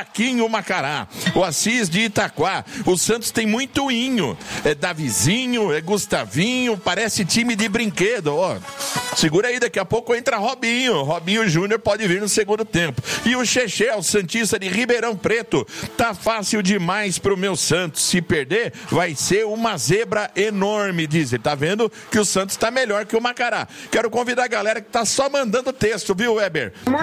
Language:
Portuguese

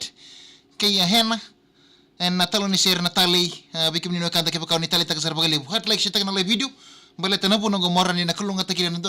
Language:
Fijian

